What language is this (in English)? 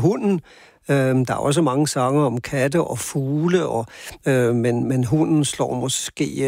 Danish